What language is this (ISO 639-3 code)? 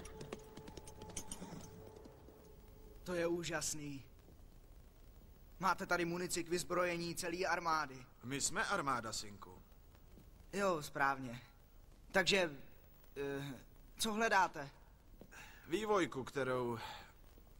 ces